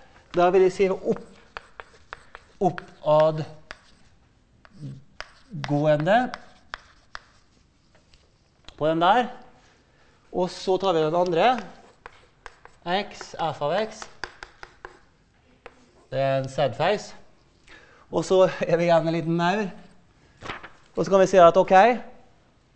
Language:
Norwegian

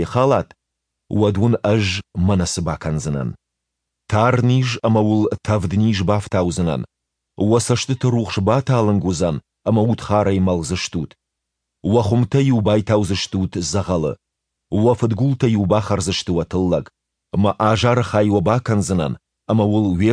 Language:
Ossetic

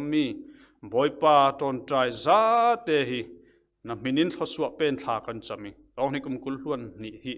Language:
Falam Chin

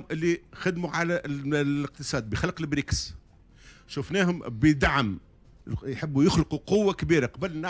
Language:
Tunisian Arabic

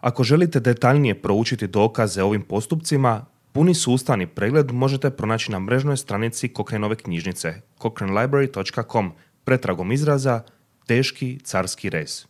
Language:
Croatian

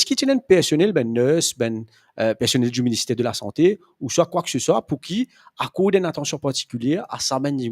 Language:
Morisyen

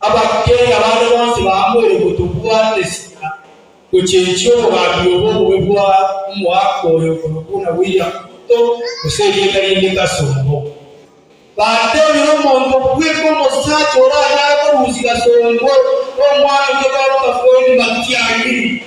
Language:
Gusii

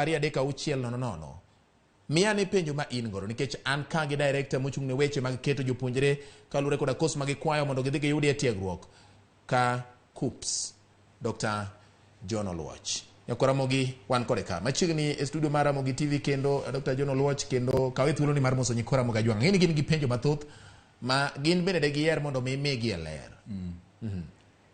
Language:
Luo (Kenya and Tanzania)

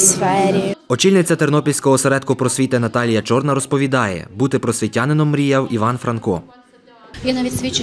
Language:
Ukrainian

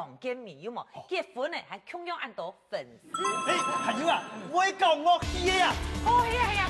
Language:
Hakka Chinese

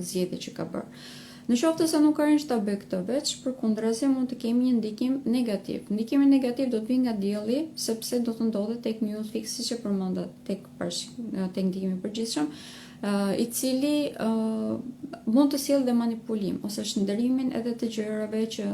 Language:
Albanian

